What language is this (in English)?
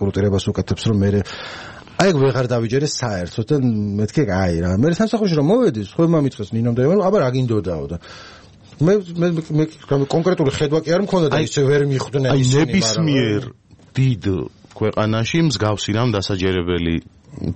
Georgian